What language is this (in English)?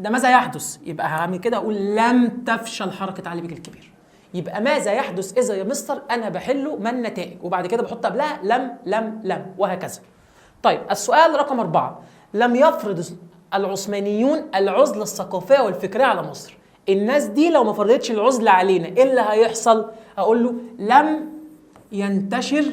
Egyptian Arabic